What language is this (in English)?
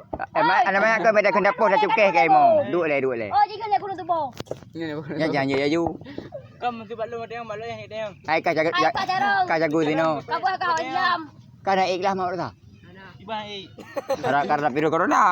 Achinese